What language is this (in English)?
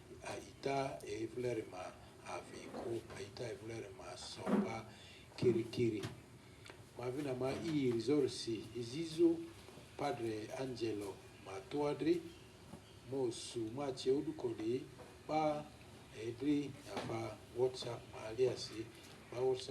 Lugbara